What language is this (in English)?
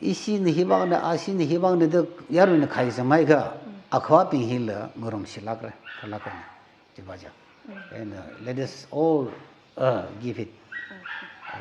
Tangkhul Naga (India)